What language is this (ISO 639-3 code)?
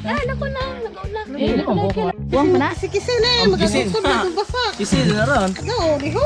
ceb